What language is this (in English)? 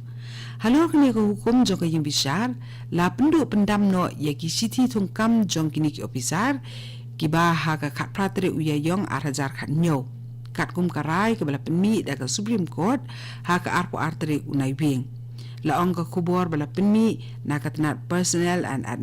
Khasi